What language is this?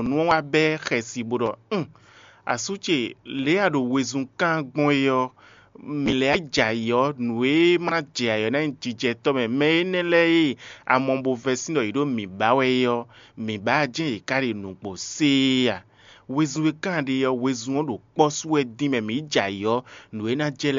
Fon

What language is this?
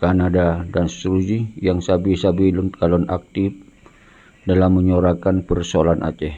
Achinese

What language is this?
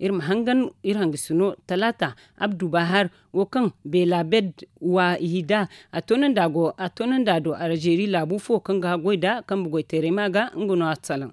Zarma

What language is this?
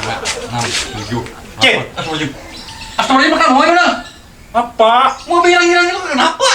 Banjar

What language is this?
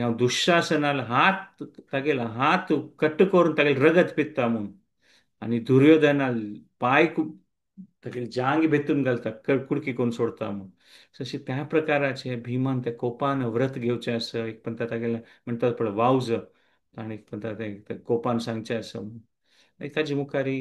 Konkani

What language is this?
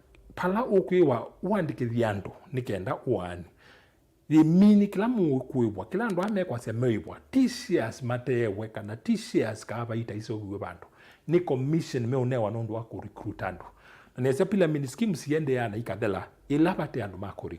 Kamba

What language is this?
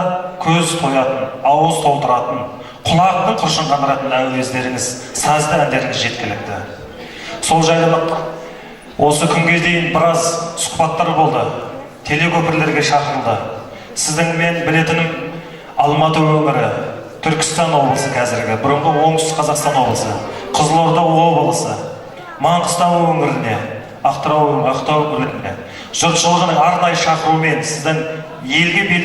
Kazakh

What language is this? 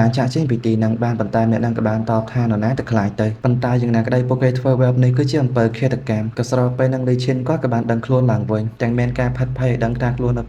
Khmer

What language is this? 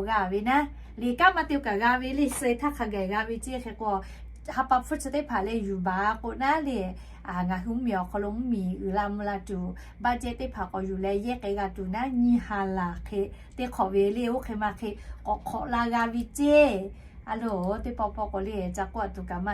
Lahu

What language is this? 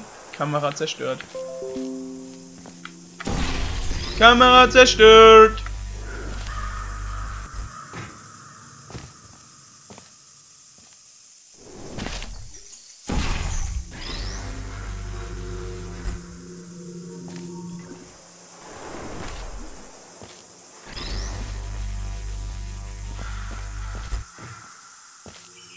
German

